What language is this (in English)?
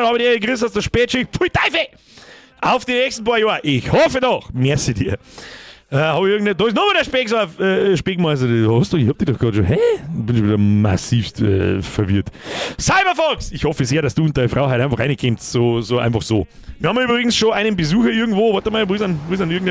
Bavarian